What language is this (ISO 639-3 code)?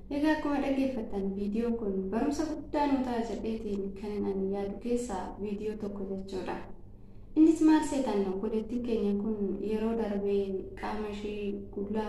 orm